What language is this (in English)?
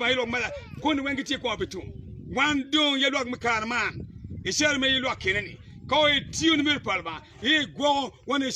Acoli